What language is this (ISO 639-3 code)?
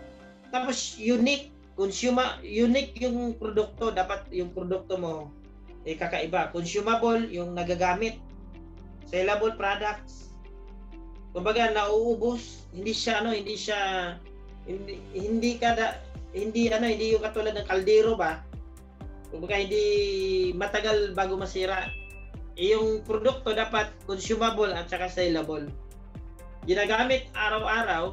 fil